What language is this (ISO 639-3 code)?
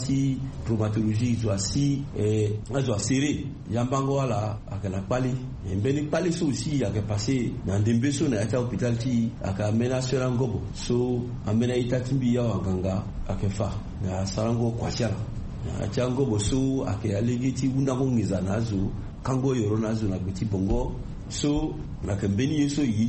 sag